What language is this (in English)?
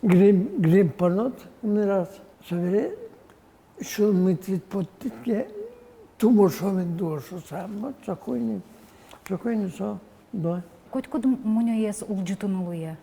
Udmurt